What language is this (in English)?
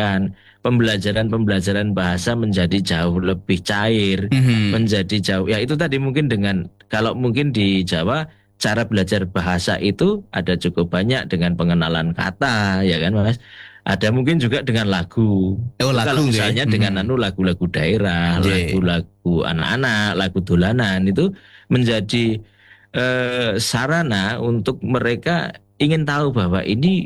Indonesian